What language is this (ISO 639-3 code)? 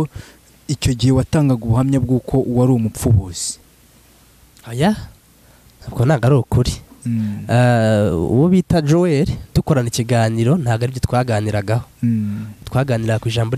kin